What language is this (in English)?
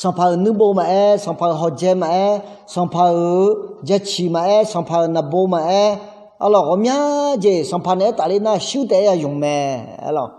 Akha